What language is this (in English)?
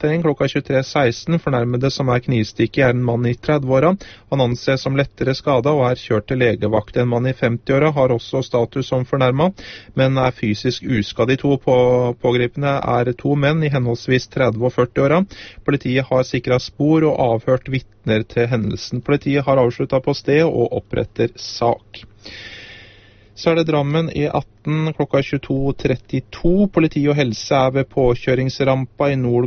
Norwegian